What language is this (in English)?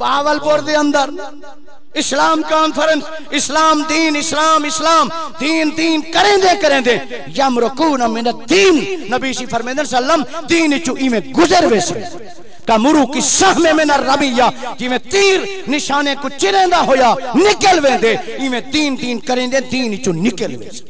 Saraiki